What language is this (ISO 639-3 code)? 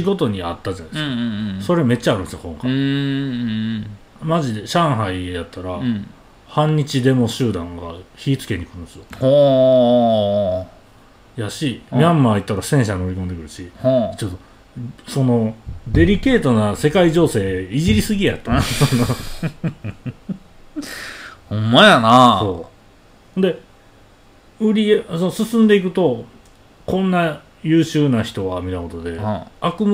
jpn